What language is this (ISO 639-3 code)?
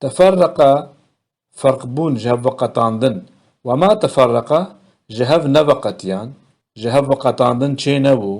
kur